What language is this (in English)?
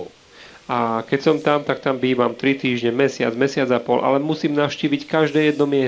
Slovak